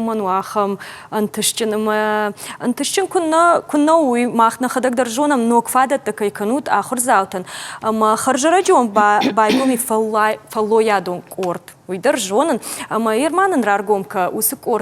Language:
Ossetic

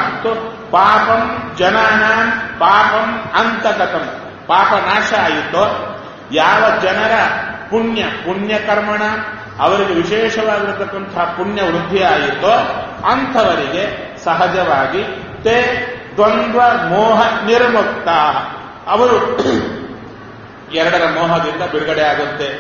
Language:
Kannada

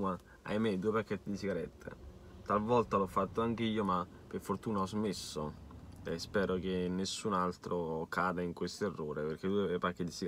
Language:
Italian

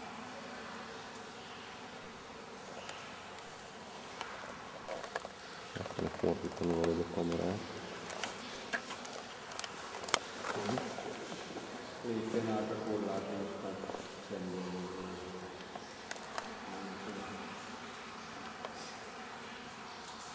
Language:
Hungarian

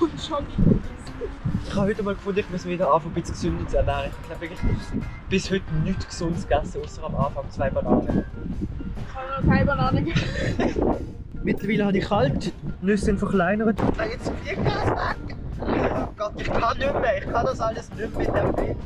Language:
Swiss German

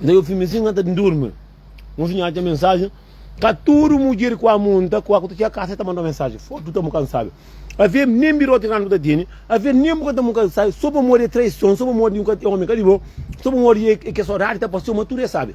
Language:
Kabuverdianu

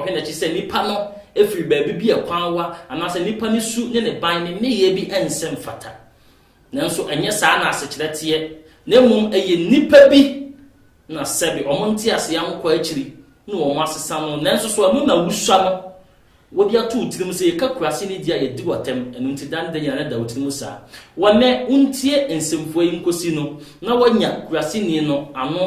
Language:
Akan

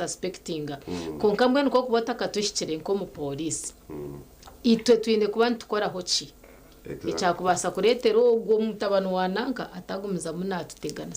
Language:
Nyankole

